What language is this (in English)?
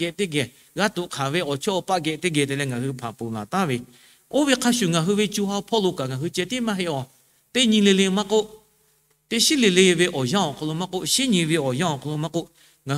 Lahu